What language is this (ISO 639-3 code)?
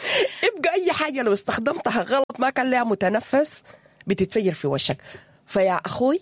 apd